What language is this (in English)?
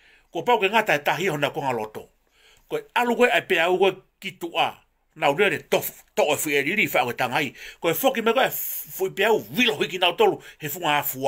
Tongan